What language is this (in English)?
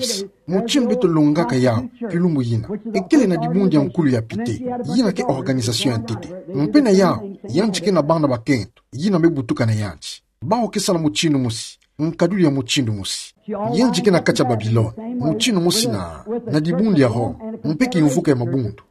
Kituba (Democratic Republic of Congo)